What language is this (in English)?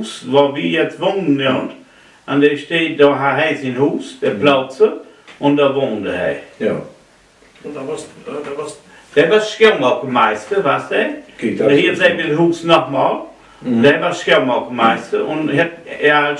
Low German